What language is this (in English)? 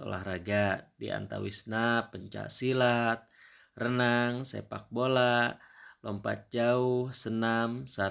Sundanese